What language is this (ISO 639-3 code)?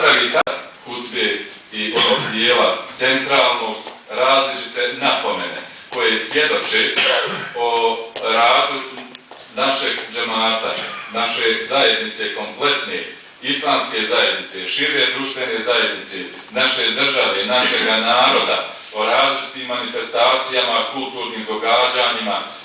bos